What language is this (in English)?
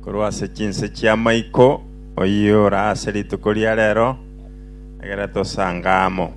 Gusii